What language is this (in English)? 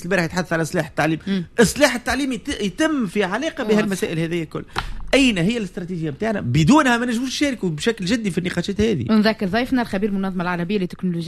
Tunisian Arabic